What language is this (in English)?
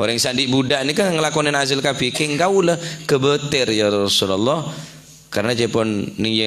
Madurese